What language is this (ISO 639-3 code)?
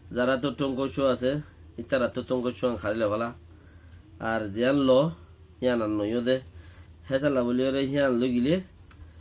rhg